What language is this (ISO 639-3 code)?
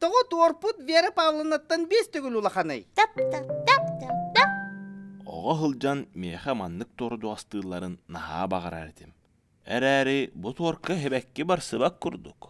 sah